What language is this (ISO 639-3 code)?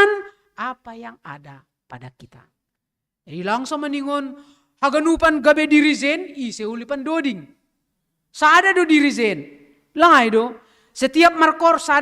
bts